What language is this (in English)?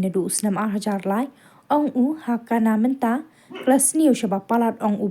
Khasi